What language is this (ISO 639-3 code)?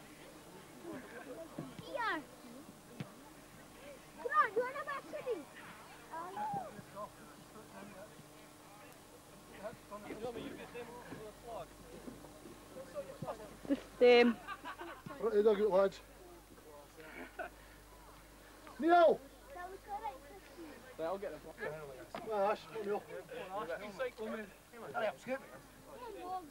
eng